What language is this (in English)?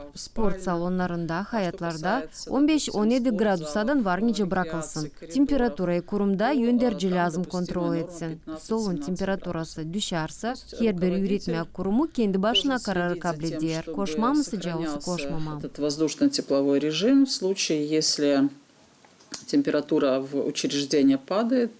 Gagauz